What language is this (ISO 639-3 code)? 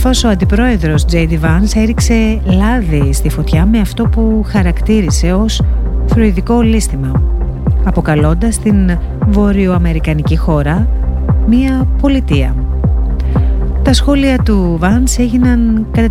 ell